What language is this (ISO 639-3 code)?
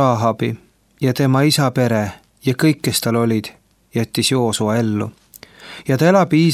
est